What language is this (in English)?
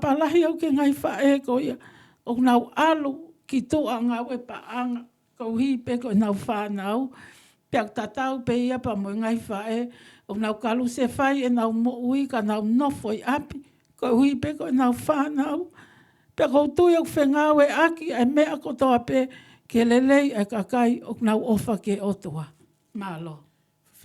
Tongan